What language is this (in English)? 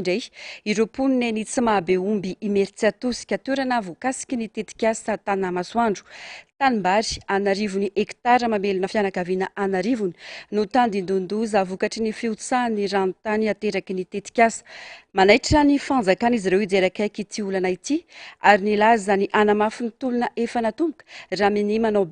Malagasy